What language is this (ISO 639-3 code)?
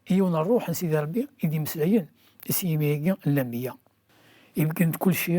kab